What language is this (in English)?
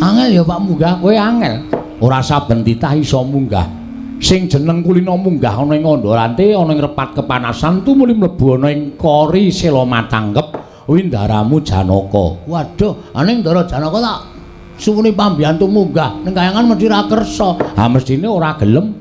Javanese